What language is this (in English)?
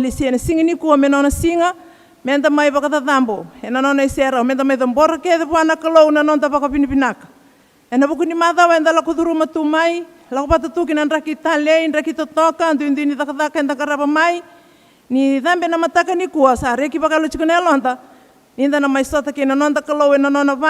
Fijian